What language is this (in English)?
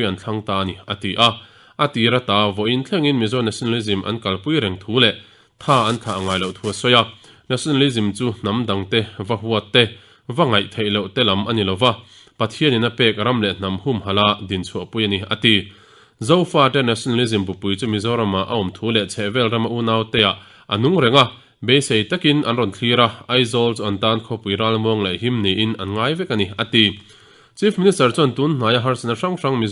Mizo